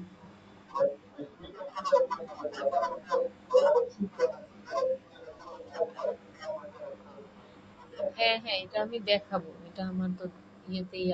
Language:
Bangla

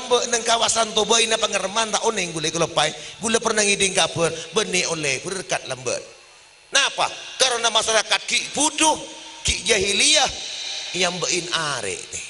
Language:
Madurese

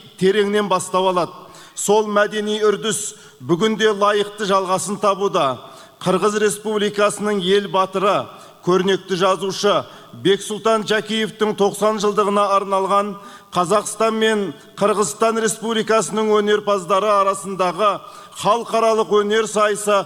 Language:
Kazakh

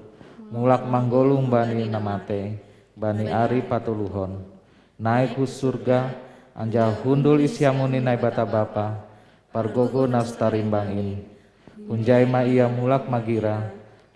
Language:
Batak Simalungun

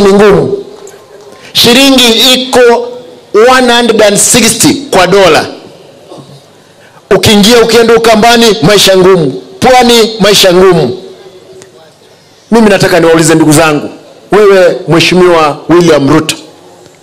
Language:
Swahili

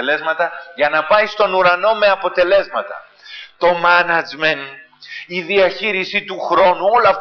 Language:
Greek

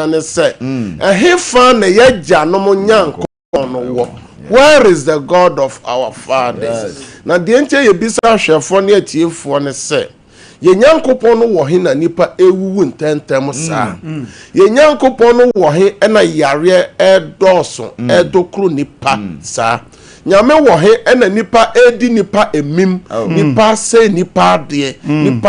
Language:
Akan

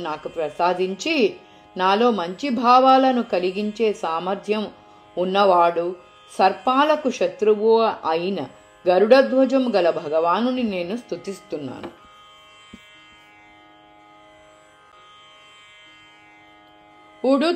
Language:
Telugu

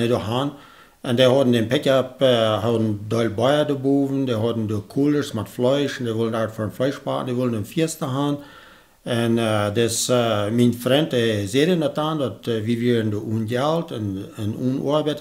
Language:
Plautdietsch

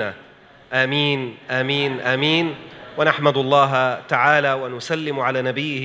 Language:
Malay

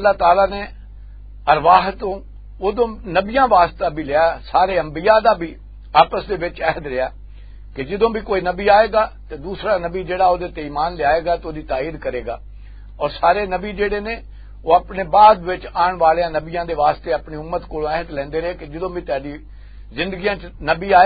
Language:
Western Panjabi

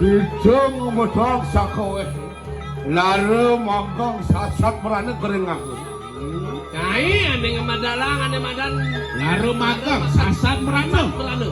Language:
Balinese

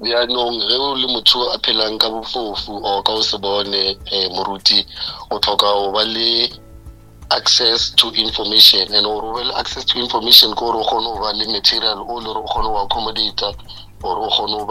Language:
Northern Sotho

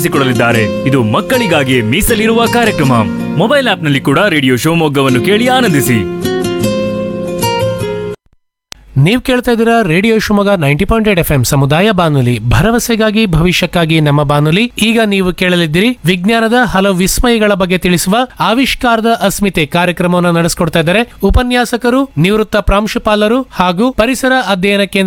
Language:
Kannada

